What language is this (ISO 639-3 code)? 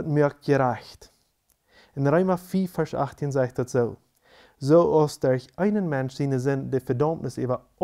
pdt